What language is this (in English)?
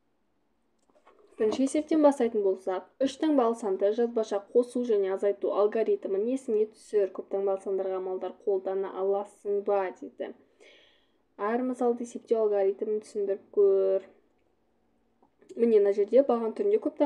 Kazakh